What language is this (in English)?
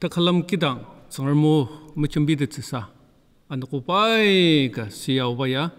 Ao Naga